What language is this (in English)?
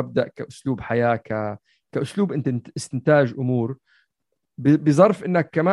North Levantine Arabic